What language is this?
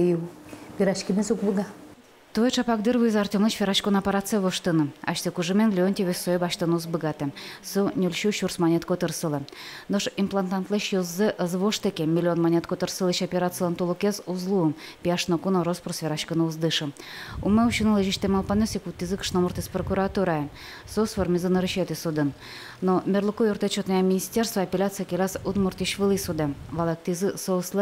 Udmurt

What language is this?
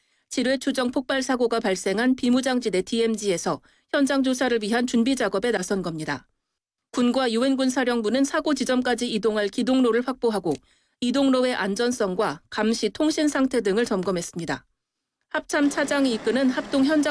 Korean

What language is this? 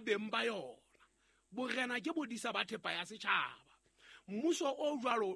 Southern Sotho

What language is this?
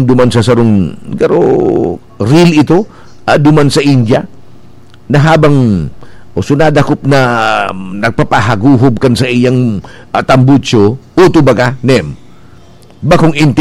Bikol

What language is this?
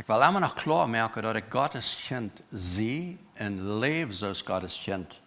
Plautdietsch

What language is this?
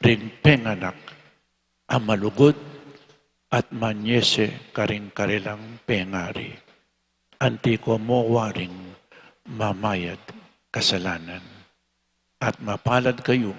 Pampanga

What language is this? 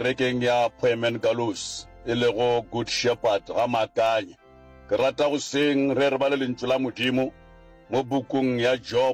Northern Sotho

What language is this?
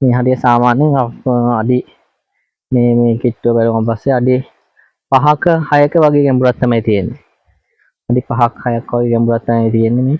Sinhala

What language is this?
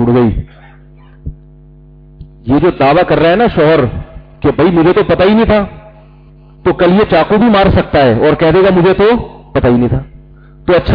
Urdu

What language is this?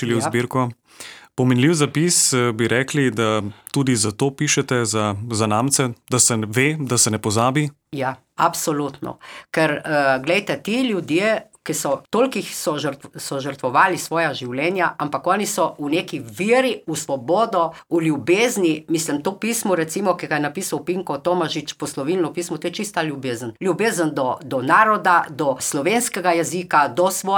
Slovenian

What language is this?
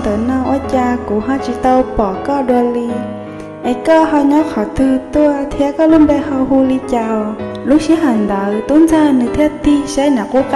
Hmong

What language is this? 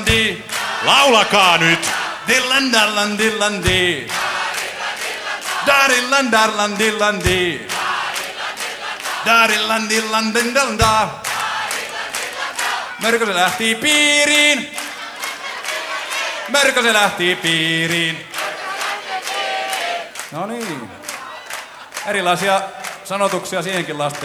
Finnish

